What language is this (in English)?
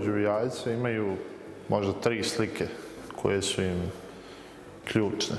Bosnian